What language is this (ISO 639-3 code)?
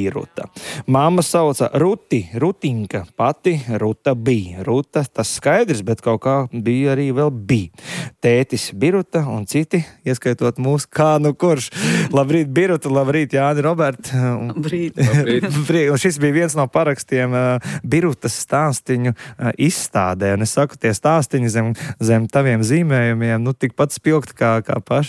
lav